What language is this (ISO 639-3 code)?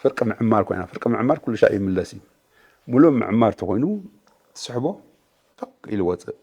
tir